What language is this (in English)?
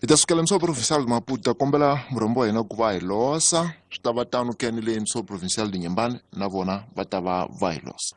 Tsonga